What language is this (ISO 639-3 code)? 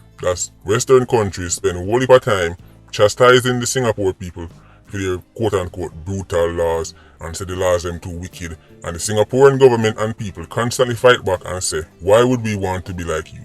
jam